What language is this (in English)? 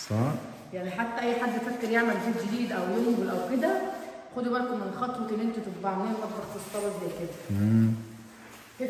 Egyptian Arabic